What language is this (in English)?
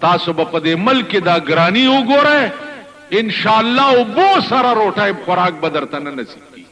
Pashto